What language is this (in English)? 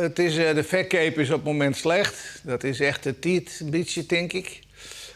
Western Frisian